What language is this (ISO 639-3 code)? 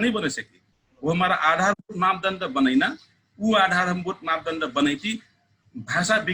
thl